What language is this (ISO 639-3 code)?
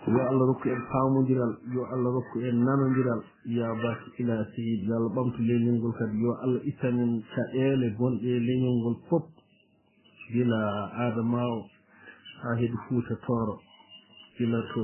ful